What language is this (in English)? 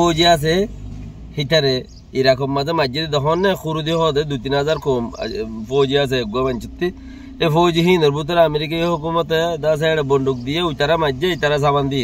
Rohingya